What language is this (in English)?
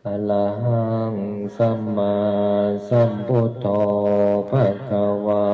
Pali